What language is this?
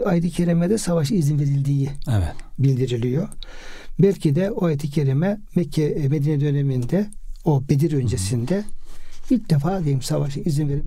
Turkish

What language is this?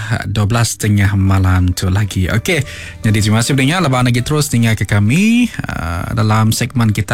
Iban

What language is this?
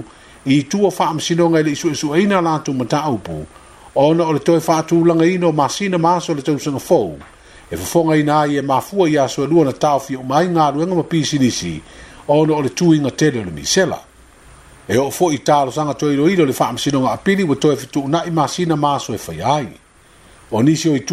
Samoan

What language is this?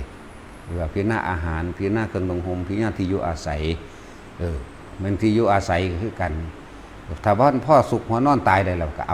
Northeastern Thai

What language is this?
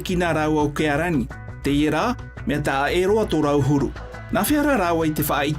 Tahitian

